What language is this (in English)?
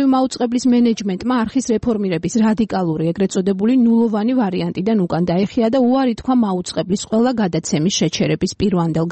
Georgian